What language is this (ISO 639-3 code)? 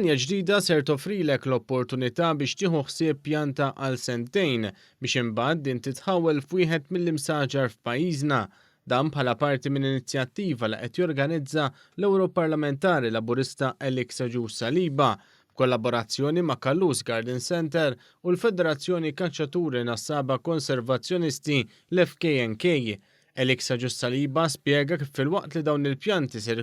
mlt